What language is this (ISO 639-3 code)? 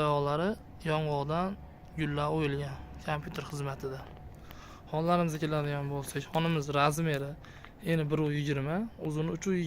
uzb